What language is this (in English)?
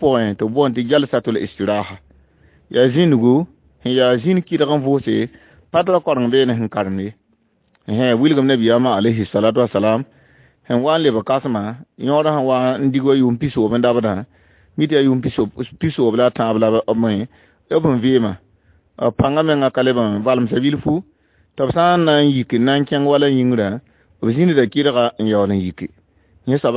Mossi